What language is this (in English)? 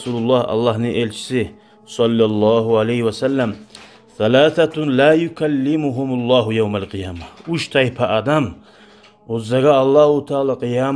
Kumyk